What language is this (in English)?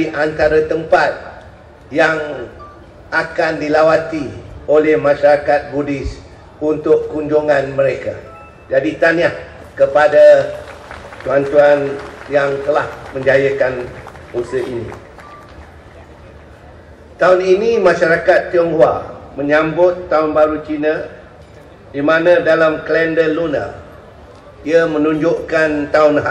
Malay